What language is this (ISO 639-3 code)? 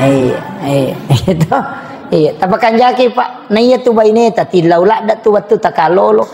bug